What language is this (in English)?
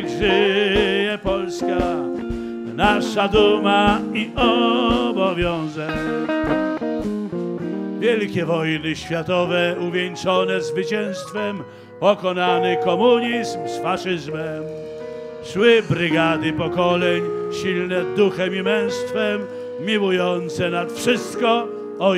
Polish